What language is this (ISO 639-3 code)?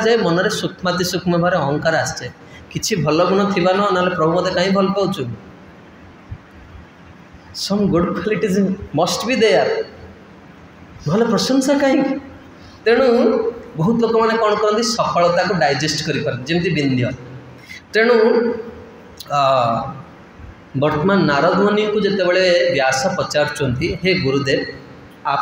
ori